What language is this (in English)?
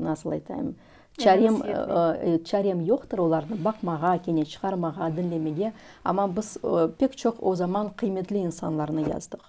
Crimean Tatar